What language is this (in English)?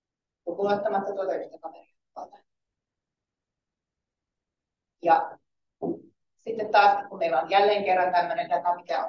Finnish